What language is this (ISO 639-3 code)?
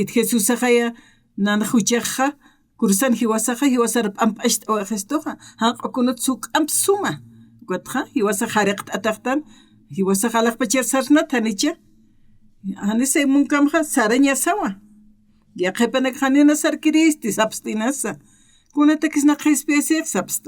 aym